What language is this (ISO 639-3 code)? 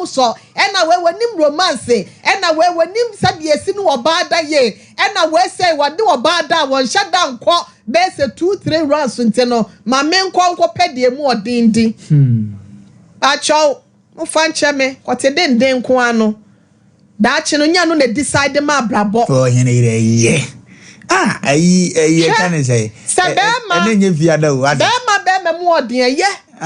aka